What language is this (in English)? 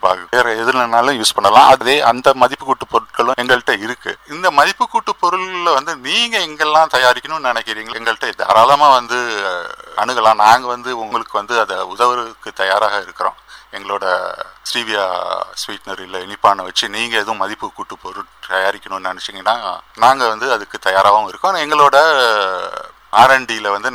Tamil